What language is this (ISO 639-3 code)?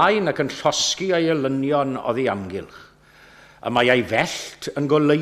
cym